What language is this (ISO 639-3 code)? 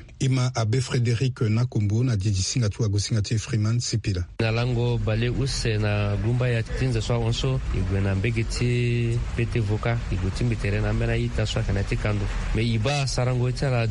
sag